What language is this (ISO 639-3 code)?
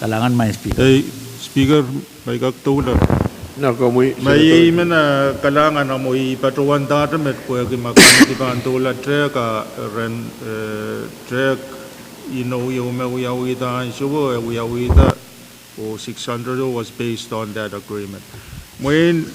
pon